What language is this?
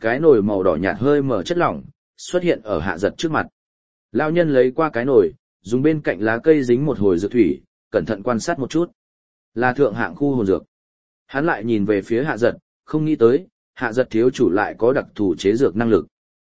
Vietnamese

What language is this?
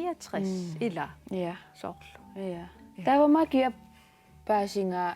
Kalaallisut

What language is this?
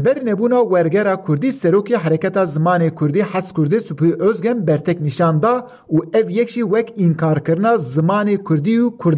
Kurdish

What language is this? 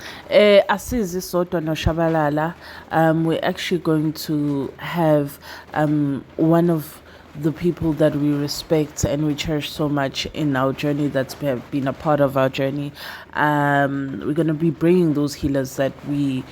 Zulu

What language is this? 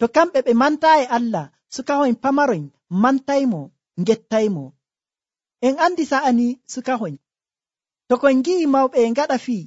Nigerian Fulfulde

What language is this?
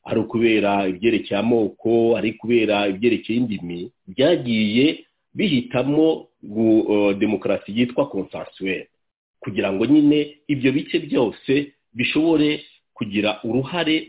Kinyarwanda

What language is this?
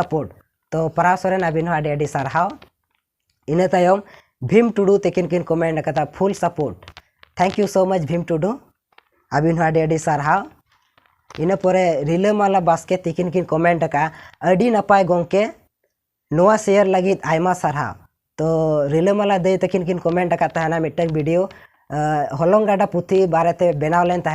Santali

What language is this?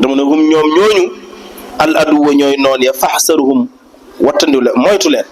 Wolof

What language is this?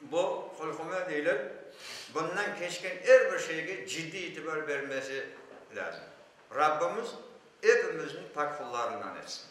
Crimean Tatar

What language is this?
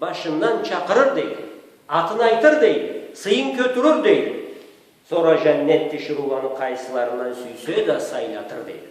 Karachay-Balkar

